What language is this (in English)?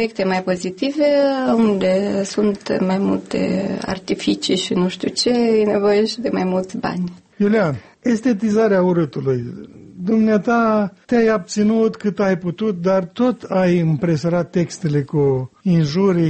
Romanian